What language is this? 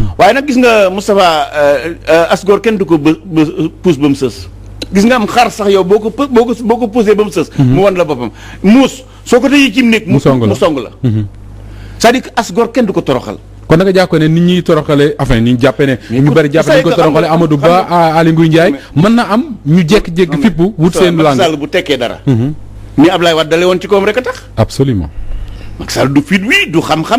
Wolof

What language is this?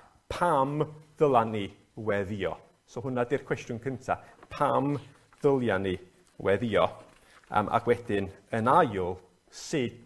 Welsh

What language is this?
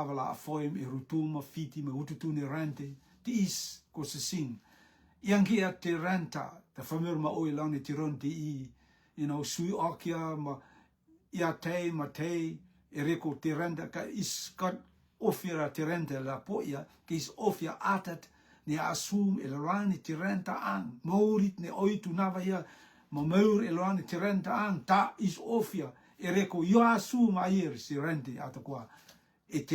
Rotuman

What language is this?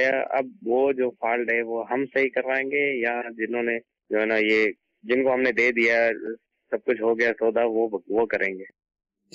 Urdu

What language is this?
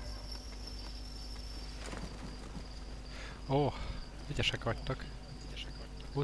Hungarian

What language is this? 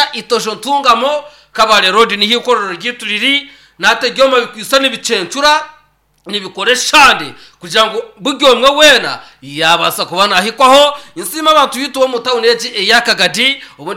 Nyankole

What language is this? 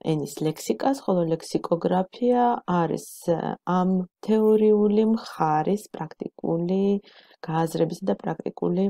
Georgian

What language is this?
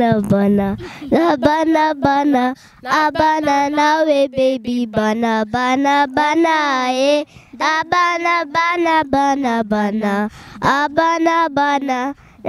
Kinyarwanda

